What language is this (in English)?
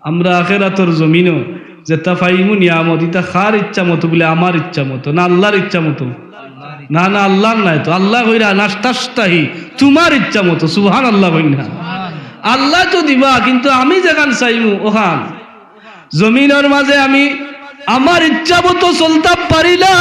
Sylheti